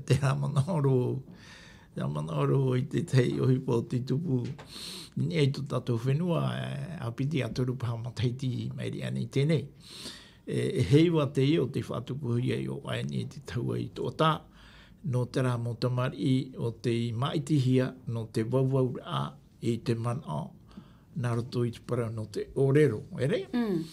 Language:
Tahitian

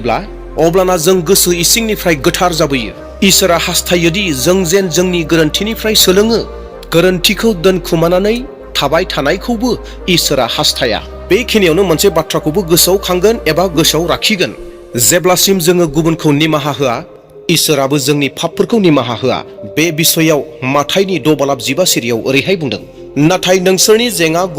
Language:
Bodo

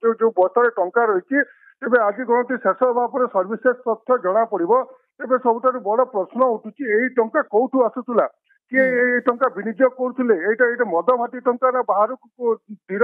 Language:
Odia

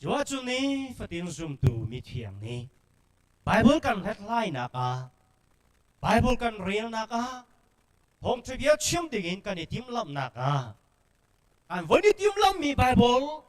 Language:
Hakha Chin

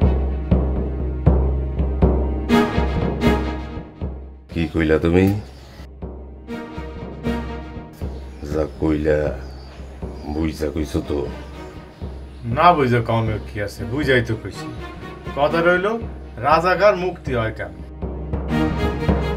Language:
Bangla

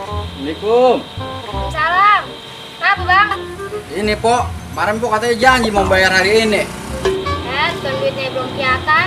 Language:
Betawi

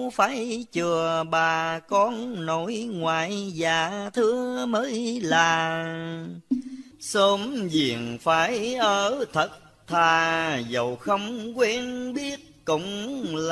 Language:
Vietnamese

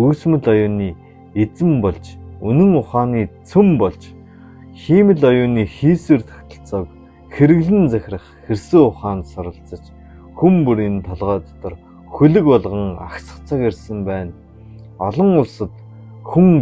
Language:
Mongolian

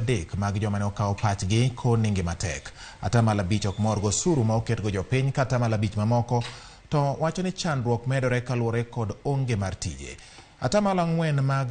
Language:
Luo (Kenya and Tanzania)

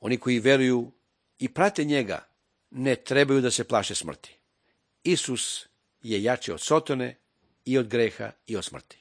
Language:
Serbian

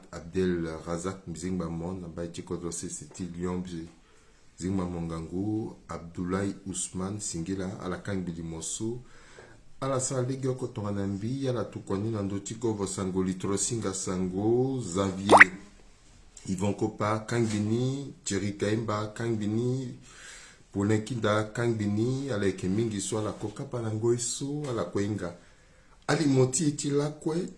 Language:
Sango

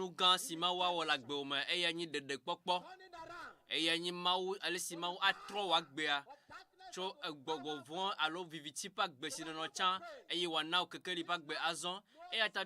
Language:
Ewe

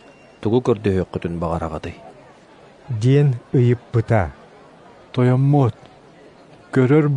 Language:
Yakut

